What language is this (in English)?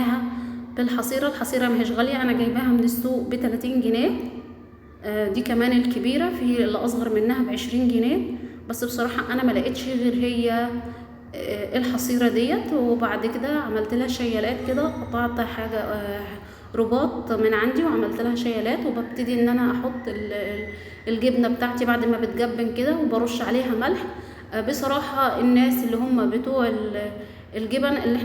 Egyptian Arabic